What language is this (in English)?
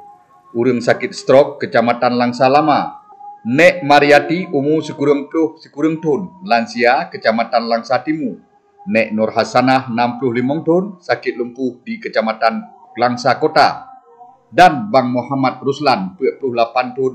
Achinese